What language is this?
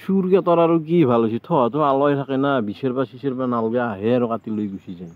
Assamese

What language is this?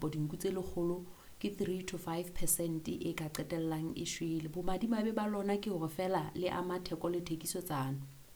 Southern Sotho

